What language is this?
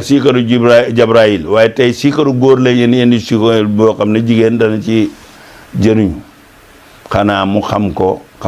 Wolof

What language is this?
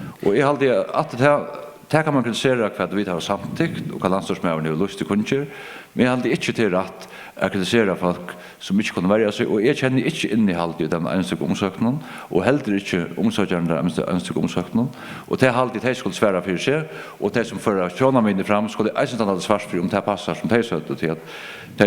Faroese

